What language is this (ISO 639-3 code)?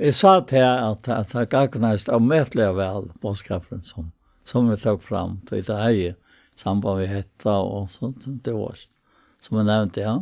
fao